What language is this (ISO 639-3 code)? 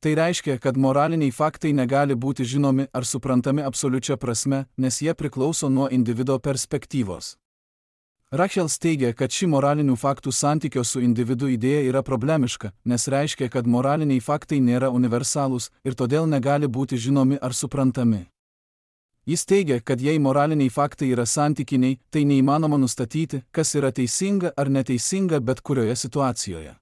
lit